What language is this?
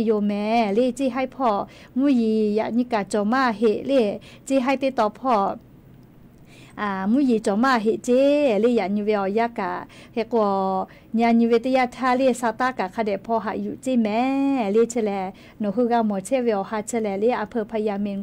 Lahu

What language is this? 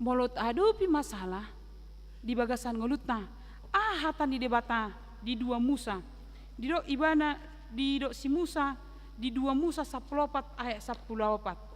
Batak Toba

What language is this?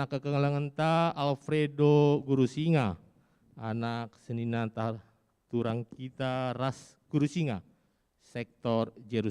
Batak Karo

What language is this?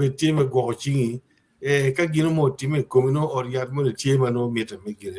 Acoli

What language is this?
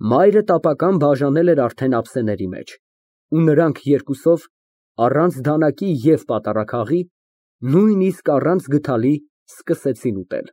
Armenian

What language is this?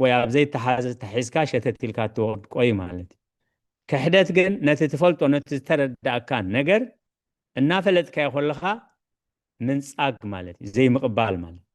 Tigrinya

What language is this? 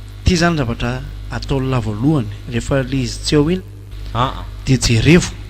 Malagasy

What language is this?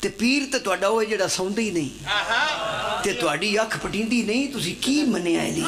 Pahari-Potwari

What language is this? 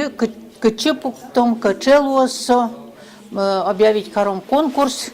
Udmurt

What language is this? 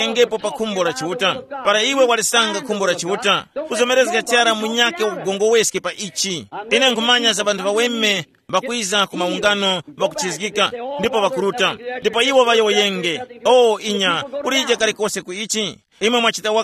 Tumbuka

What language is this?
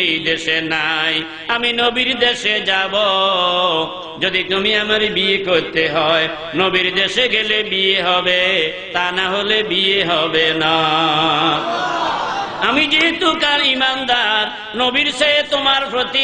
Bangla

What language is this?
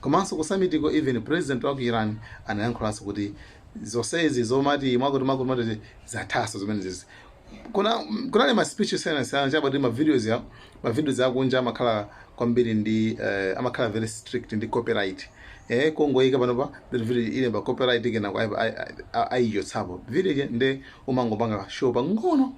Nyanja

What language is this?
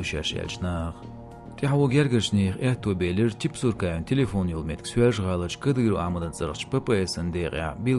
Chechen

